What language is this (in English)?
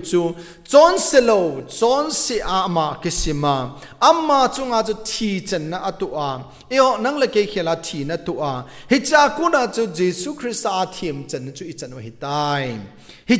Thado Chin